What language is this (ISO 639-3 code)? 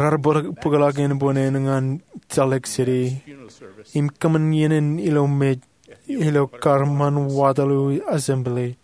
mah